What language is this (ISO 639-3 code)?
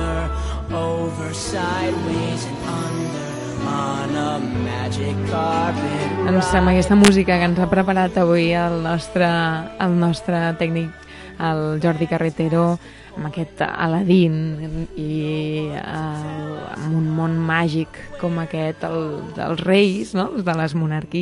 cat